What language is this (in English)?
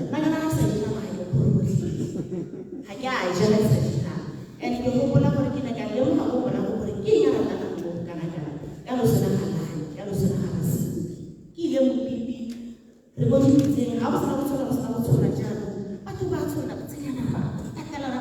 Tswana